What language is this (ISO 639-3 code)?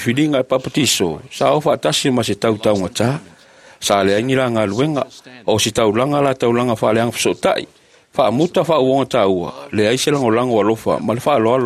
smo